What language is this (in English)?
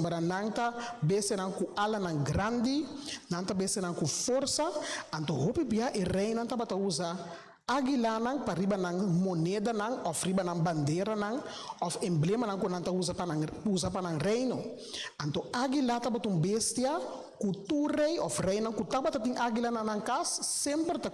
Papiamento